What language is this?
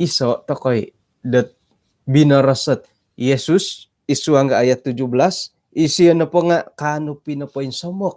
Central Dusun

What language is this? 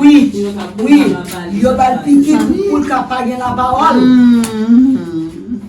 Haitian Creole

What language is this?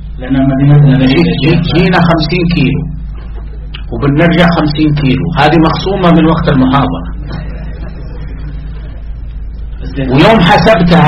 Arabic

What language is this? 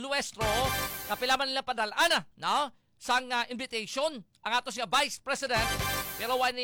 Hiligaynon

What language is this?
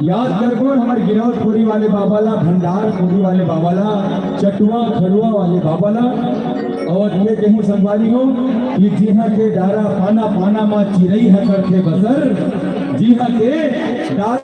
Chhattisgarhi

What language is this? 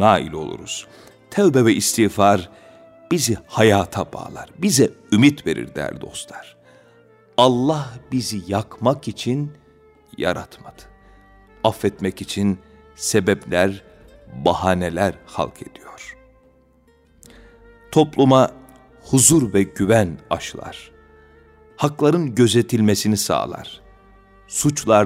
Turkish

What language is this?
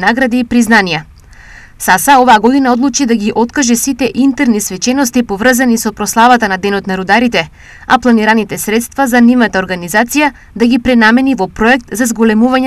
Macedonian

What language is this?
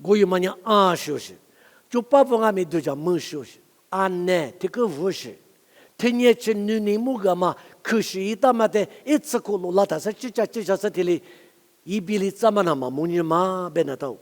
Lisu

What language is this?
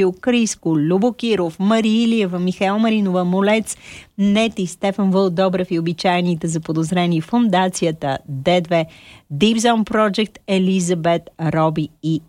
Bulgarian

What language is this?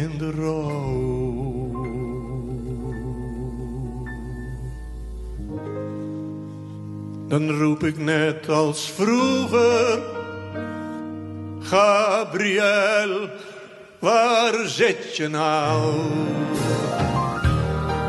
Dutch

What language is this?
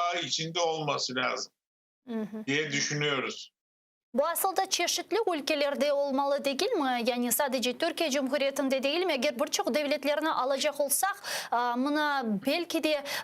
Crimean Tatar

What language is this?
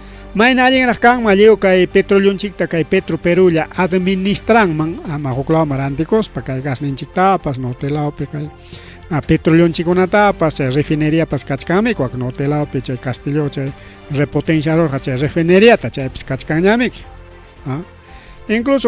Ayacucho Quechua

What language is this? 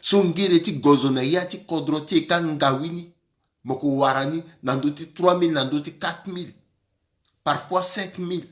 Sango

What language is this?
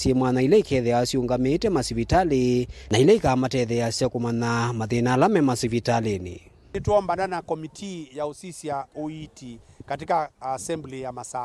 Kamba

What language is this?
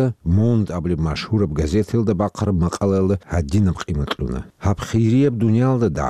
Avaric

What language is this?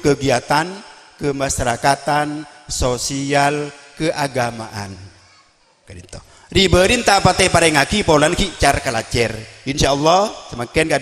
Madurese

